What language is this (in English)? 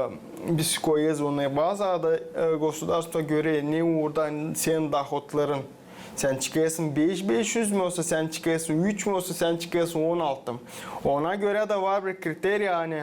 Gagauz